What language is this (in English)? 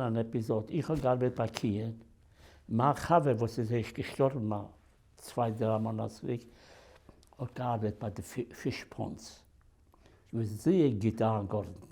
Yiddish